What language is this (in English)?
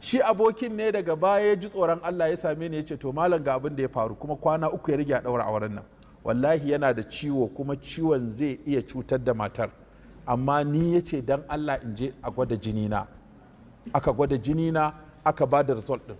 Hausa